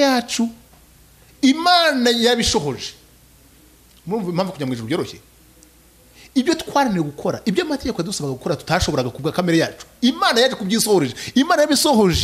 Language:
Kinyarwanda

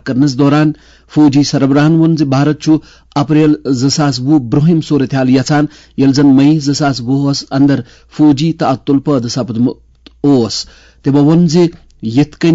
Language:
Kashmiri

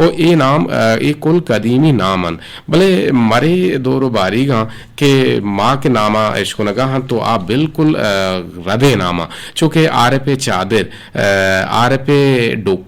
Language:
Eastern Balochi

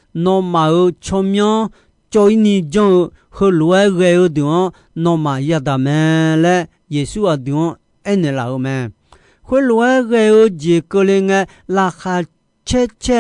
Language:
Akha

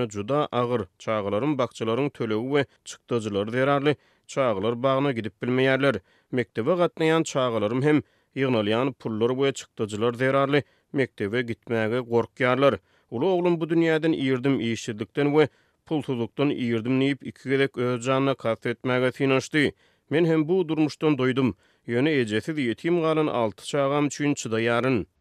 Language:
Turkmen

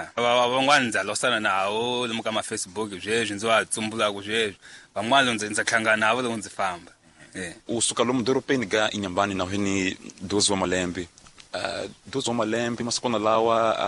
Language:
Tsonga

